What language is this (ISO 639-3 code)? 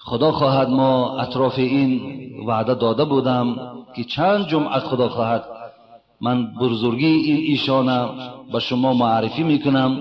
tgk